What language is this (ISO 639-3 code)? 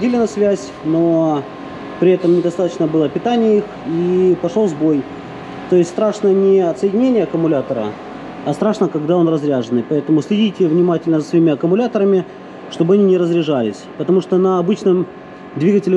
rus